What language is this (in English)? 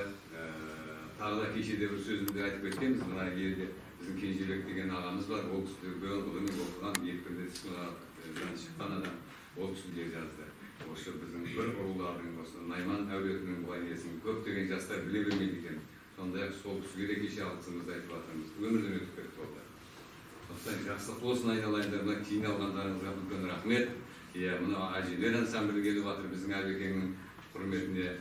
Kazakh